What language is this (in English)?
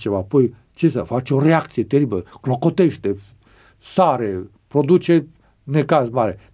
Romanian